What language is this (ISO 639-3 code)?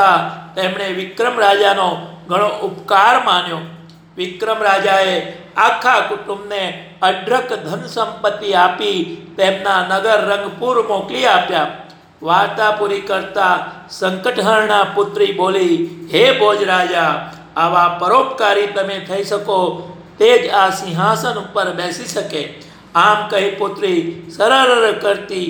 guj